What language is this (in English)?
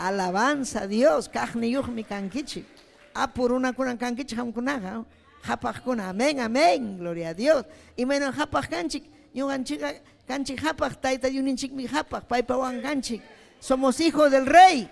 Ayacucho Quechua